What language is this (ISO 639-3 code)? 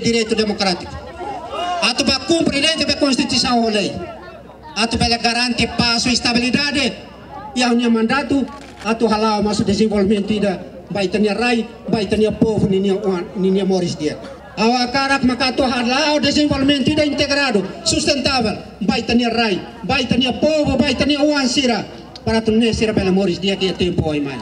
tet